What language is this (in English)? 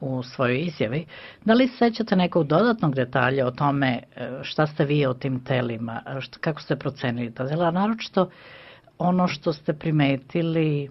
Serbian